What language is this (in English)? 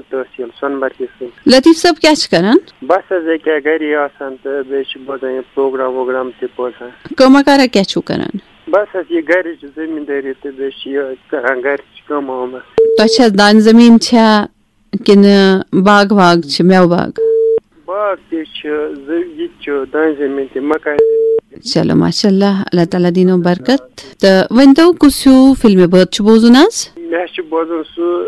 Kashmiri